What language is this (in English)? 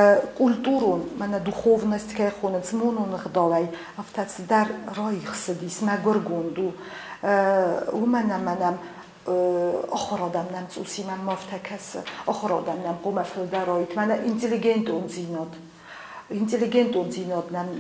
Ossetic